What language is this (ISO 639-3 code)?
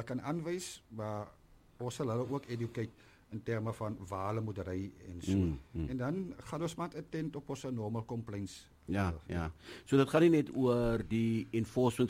afr